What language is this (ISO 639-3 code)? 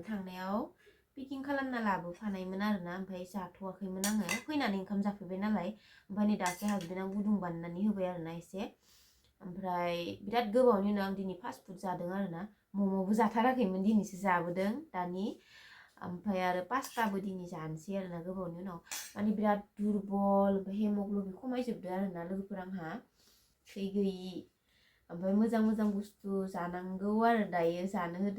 brx